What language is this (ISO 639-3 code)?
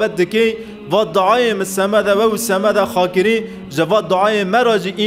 kur